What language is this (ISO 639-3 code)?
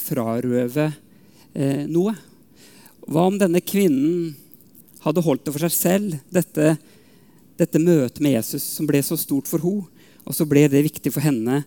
nor